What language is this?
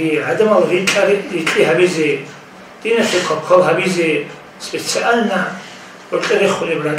Avaric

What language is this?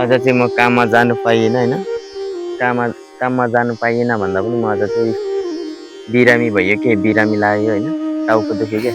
Nepali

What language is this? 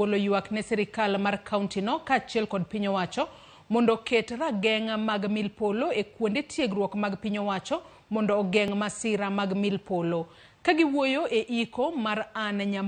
Luo (Kenya and Tanzania)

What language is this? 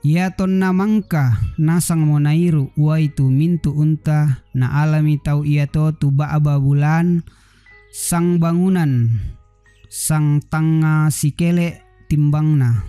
Toraja-Sa'dan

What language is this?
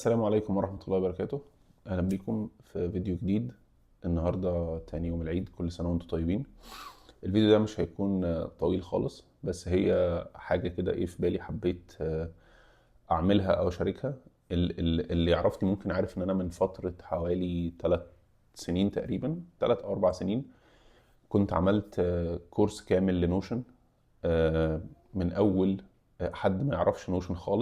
Egyptian Arabic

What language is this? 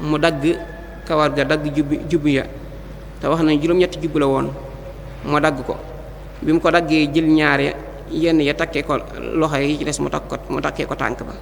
Wolof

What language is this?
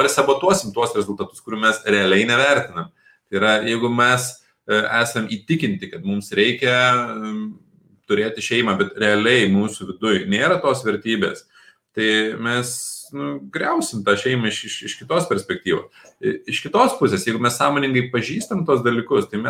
Lithuanian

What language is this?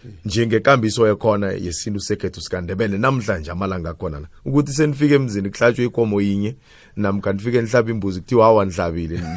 South Ndebele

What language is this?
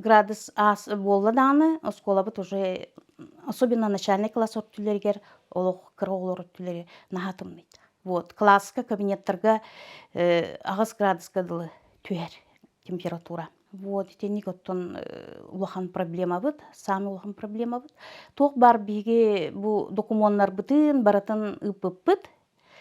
Yakut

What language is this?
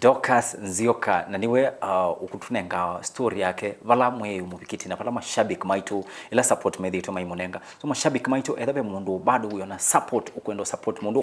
Kamba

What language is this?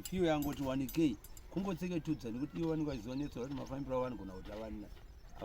Shona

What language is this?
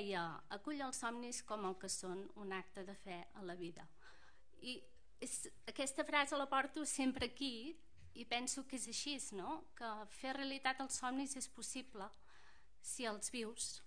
Catalan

